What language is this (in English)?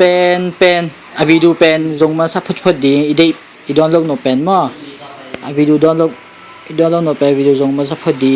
Tedim Chin